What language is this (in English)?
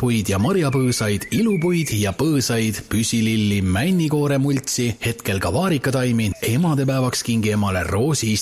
Estonian